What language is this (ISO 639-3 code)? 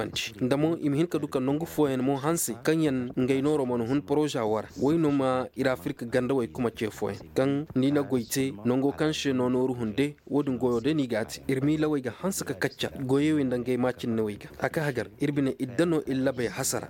ses